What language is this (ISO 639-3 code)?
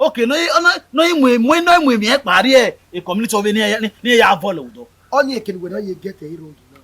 bin